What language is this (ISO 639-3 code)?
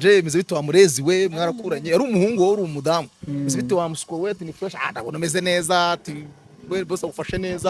kin